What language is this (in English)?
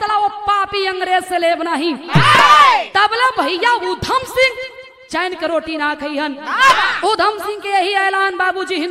Bhojpuri